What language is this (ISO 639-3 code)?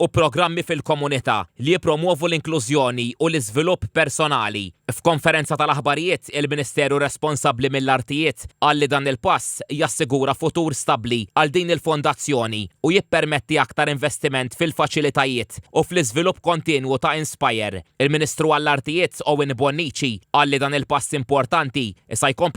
mlt